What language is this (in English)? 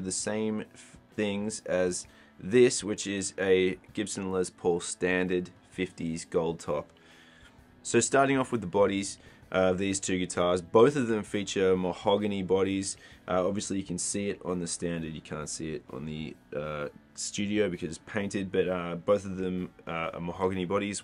English